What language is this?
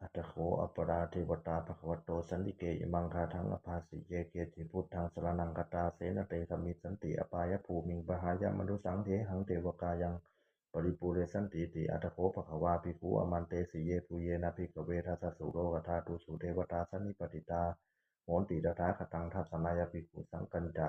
Pali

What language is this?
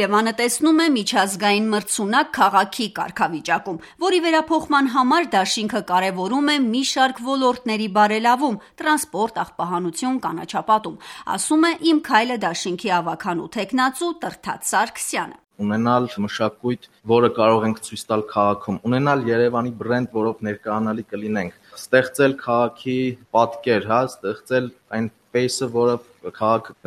Armenian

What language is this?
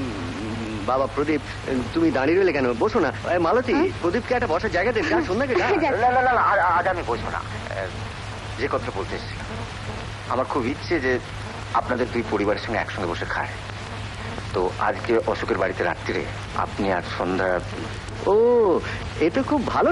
Bangla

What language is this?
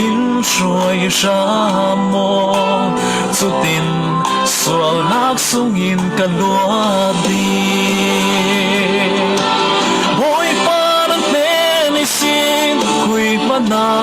Falam Chin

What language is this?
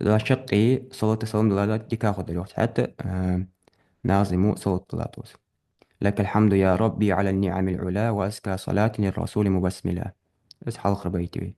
Ingush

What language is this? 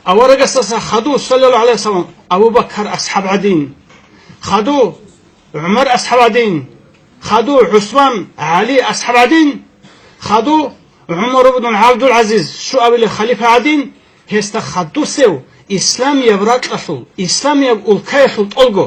Avaric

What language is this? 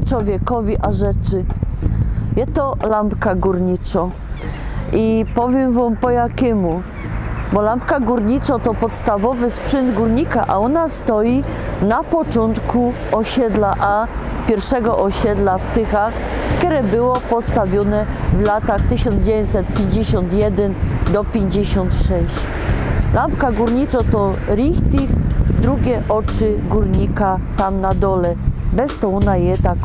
Silesian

